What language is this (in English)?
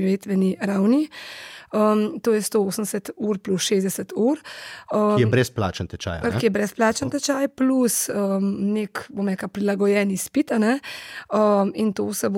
Slovenian